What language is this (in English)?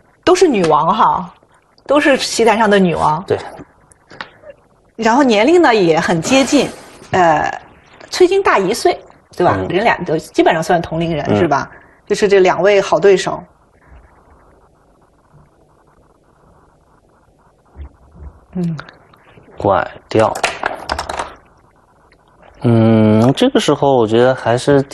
Chinese